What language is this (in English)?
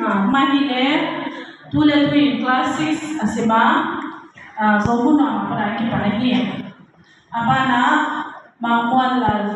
Tedim Chin